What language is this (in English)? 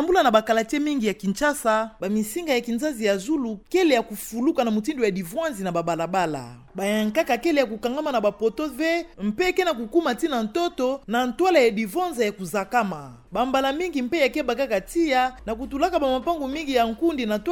Kituba (Democratic Republic of Congo)